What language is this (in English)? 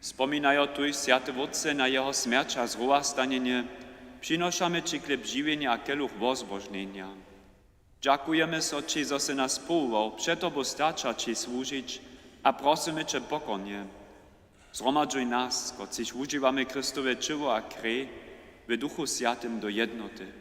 Upper Sorbian